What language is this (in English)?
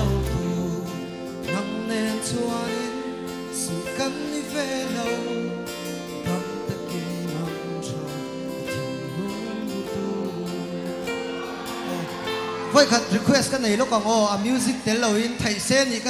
Mizo